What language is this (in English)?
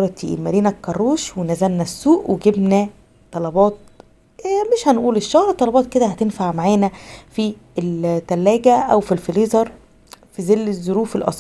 Egyptian Arabic